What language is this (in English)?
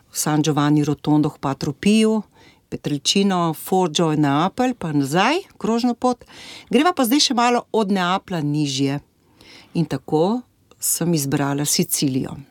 Slovenian